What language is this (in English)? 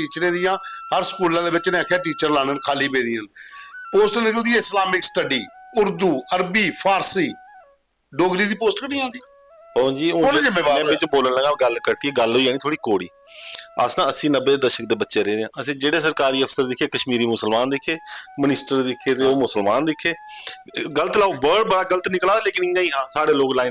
Dogri